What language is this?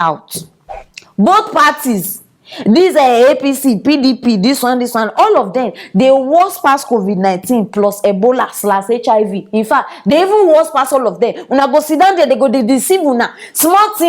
Nigerian Pidgin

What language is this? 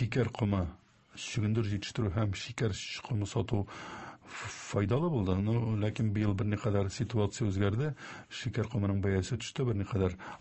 Tatar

